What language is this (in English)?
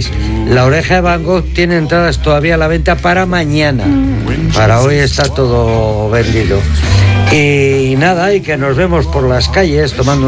Spanish